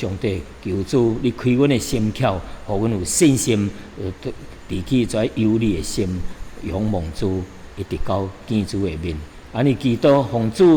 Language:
Min Nan Chinese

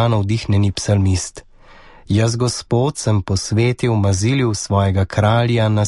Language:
Slovenian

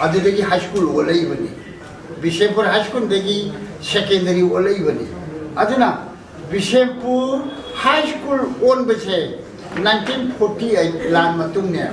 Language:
Manipuri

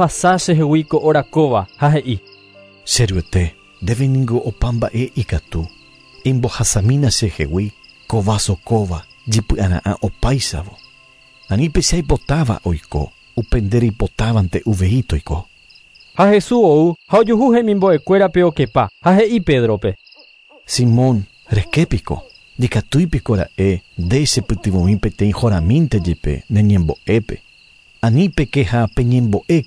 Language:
Guarani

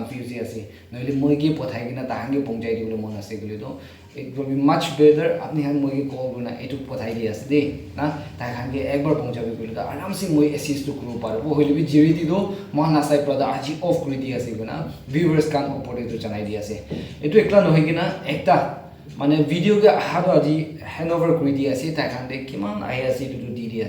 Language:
Naga Pidgin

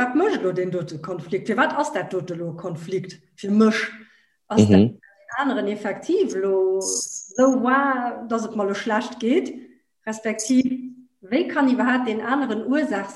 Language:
Luxembourgish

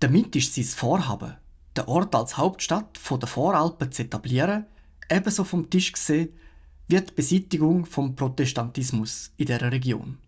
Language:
Swiss German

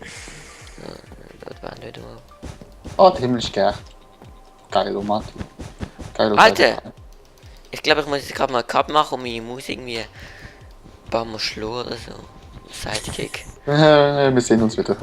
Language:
Swiss German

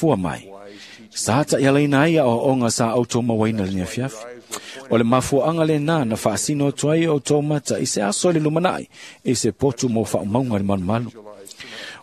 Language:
Samoan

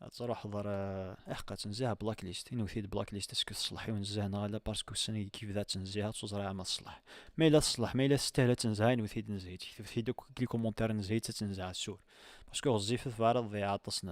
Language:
Kabyle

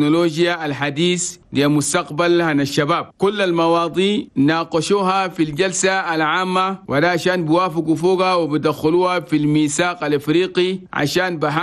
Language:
Chadian Arabic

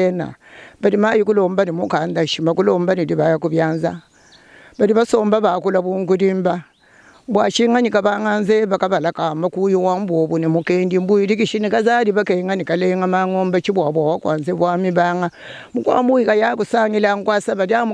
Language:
Luba-Lulua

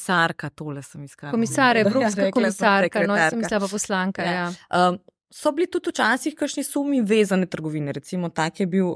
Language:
Slovenian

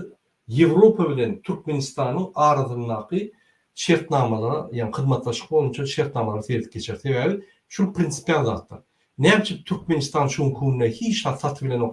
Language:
Turkmen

